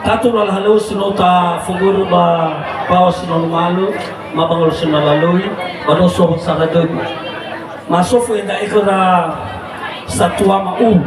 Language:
Nias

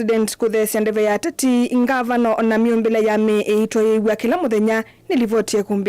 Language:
Kamba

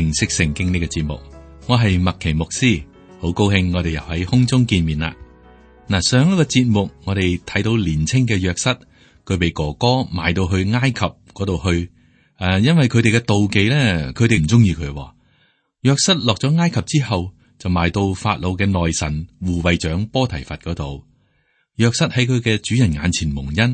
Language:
Cantonese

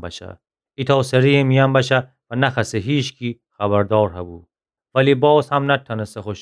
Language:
Gilaki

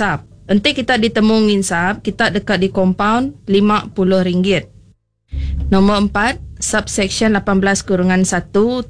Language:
Iban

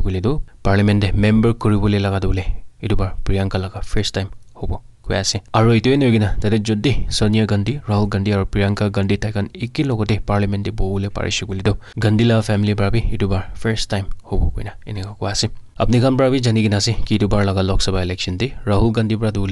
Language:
Naga Pidgin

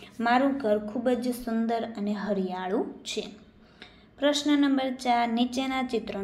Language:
Gujarati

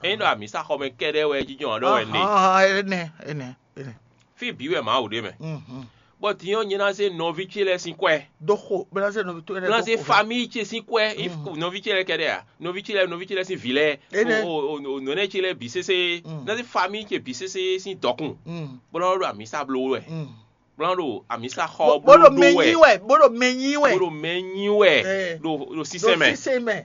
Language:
Fon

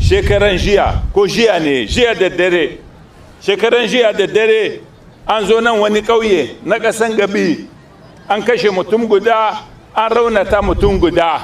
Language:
Hausa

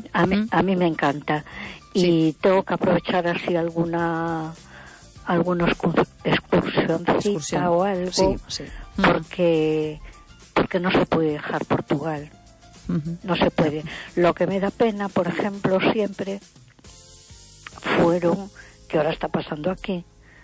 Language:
Spanish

